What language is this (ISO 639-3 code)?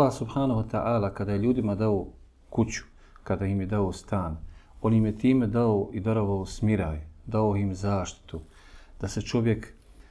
bos